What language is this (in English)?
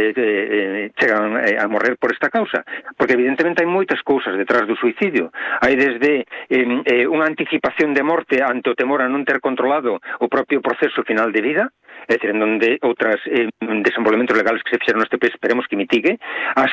Galician